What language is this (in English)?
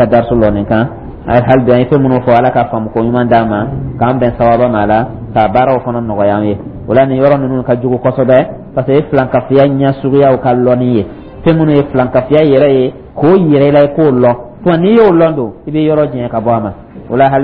Dyula